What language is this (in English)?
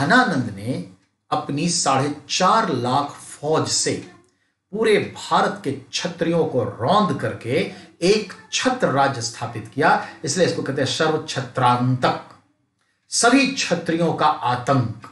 Hindi